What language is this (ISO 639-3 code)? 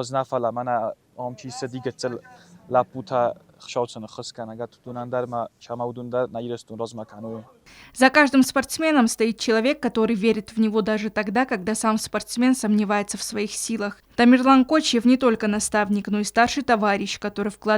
oss